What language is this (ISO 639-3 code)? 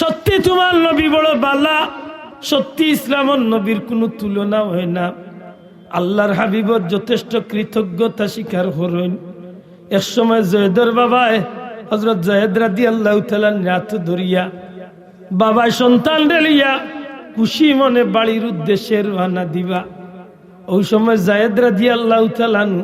syl